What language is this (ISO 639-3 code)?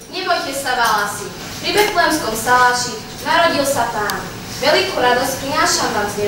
slk